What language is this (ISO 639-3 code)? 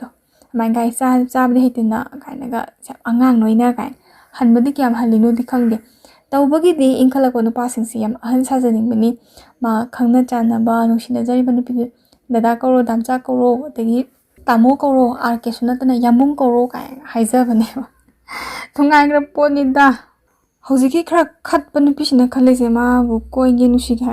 mni